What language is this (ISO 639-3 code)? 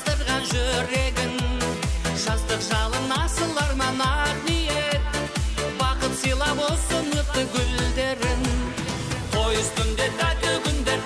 kaa